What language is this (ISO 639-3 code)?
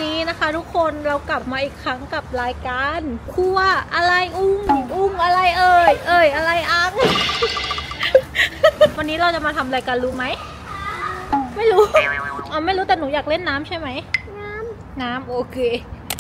tha